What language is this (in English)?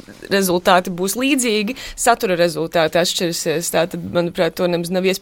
Latvian